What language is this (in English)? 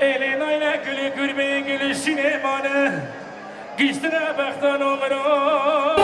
Kurdish